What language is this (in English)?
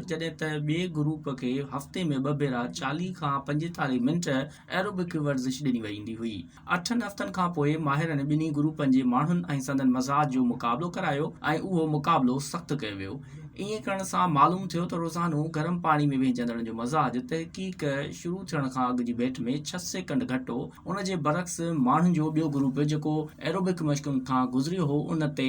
Sindhi